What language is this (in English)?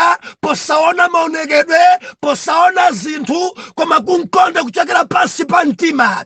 Nyanja